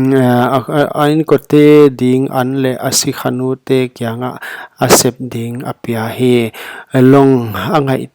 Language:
Paite Chin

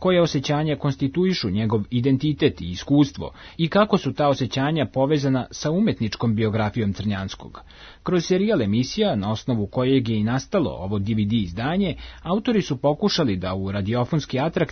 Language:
Serbian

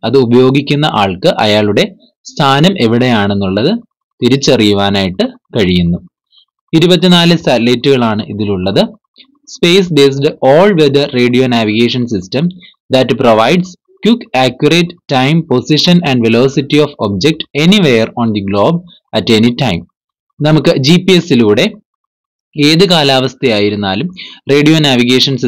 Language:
Malayalam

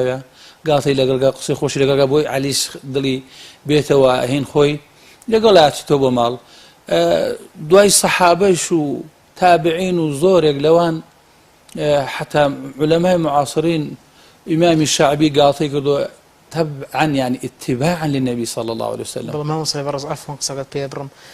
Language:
Central Kurdish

